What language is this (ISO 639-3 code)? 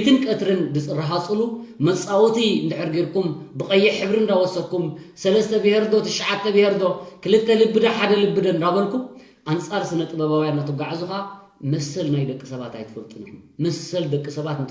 tir